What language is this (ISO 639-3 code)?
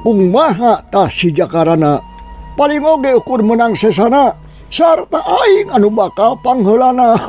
sun